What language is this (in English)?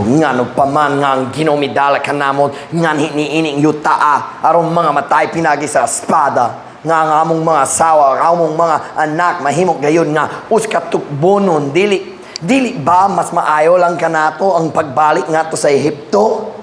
Cebuano